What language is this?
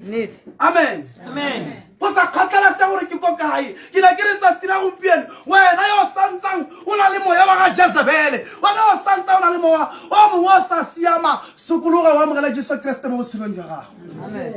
Tswana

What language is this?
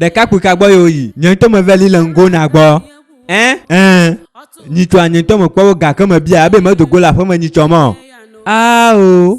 Ewe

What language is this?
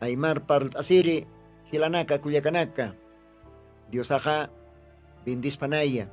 Aymara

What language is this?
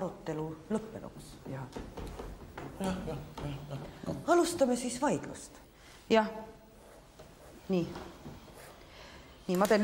Estonian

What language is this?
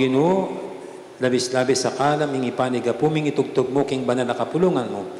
Pampanga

